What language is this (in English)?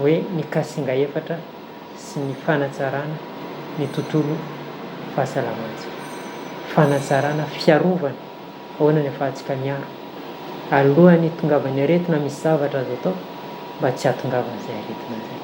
Malagasy